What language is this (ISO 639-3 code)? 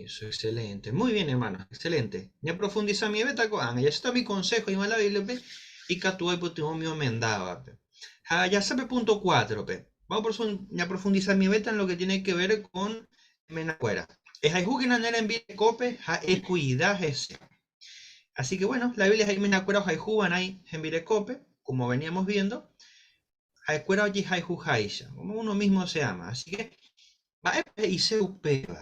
grn